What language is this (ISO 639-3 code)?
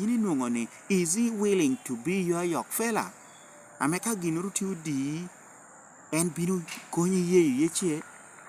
laj